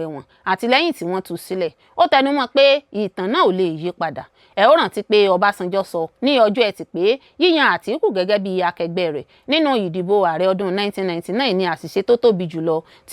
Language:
Yoruba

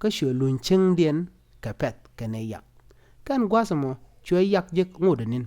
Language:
Nuer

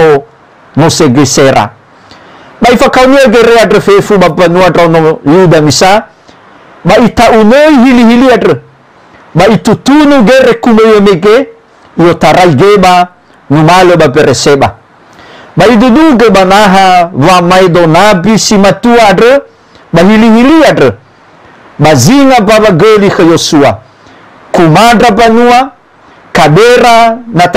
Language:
Nias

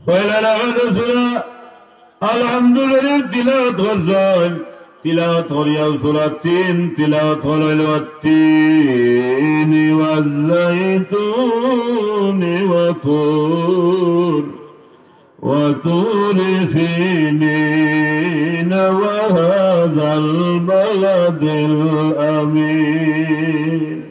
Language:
Sylheti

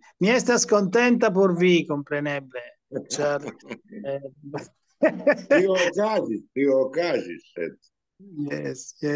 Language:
Esperanto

